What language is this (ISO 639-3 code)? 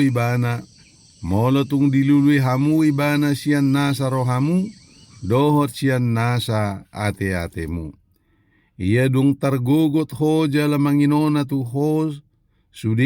bbc